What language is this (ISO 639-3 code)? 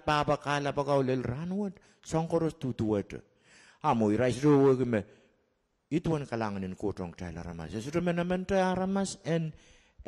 pon